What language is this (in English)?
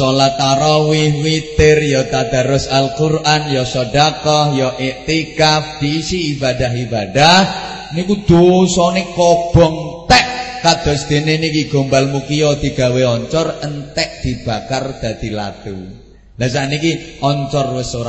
Javanese